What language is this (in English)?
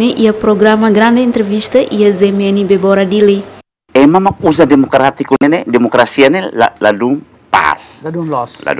Tetum